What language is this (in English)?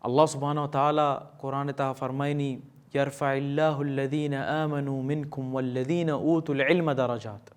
Baluchi